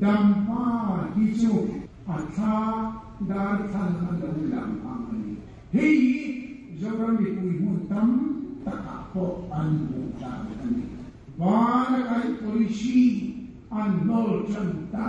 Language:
Mizo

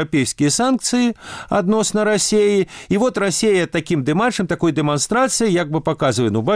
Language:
Belarusian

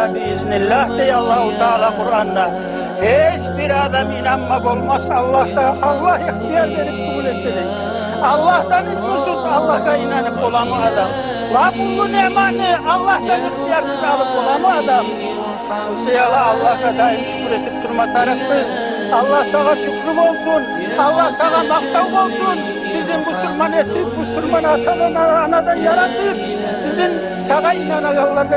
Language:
Kumyk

